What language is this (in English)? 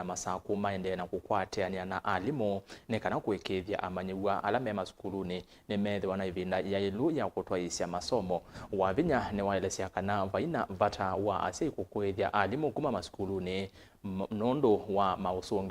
Kamba